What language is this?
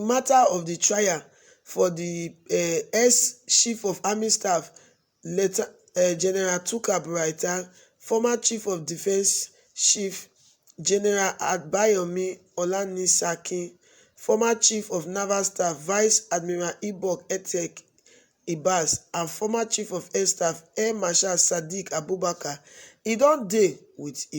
Nigerian Pidgin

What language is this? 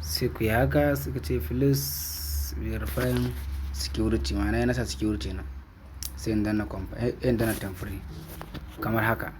Hausa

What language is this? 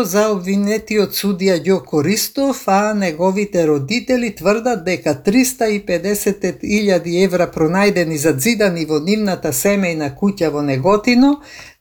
Macedonian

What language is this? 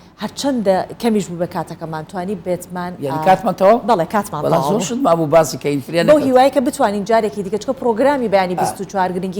Central Kurdish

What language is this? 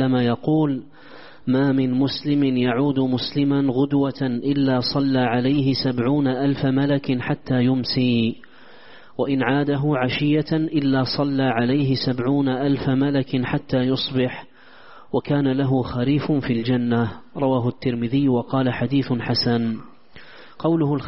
Arabic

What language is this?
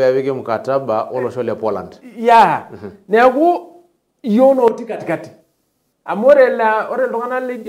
Masai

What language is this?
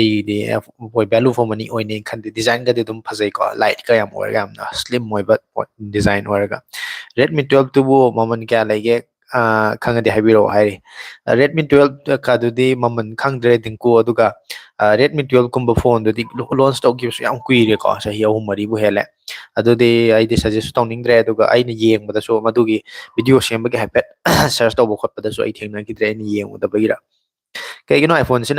Manipuri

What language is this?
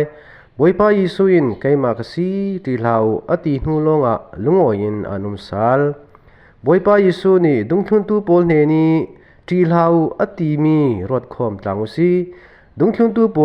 Falam Chin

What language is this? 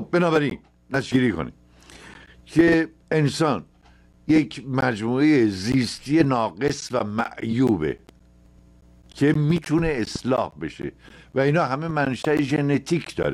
Persian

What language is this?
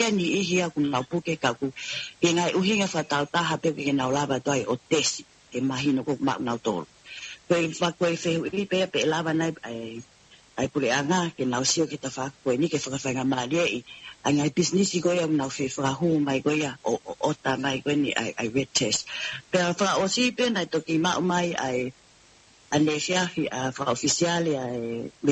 Tongan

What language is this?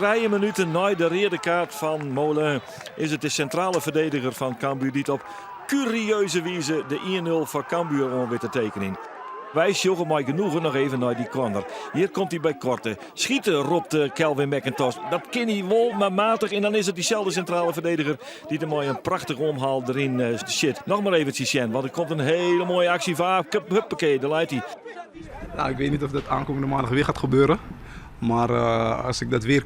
Western Frisian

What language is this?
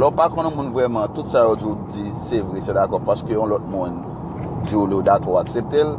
Haitian Creole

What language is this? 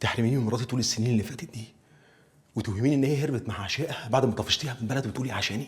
Egyptian Arabic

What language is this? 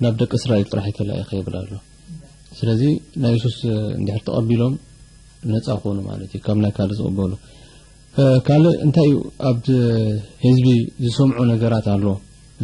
Tigrinya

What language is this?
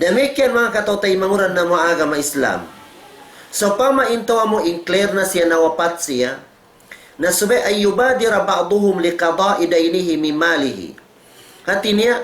Tausug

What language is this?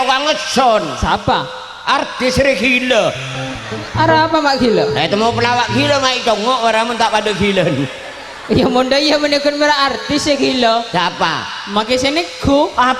Madurese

